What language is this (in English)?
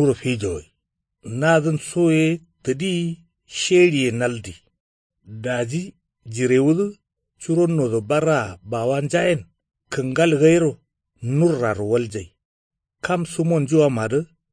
Kanuri